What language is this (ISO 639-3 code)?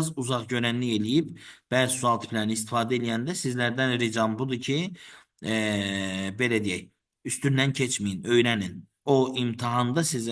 aze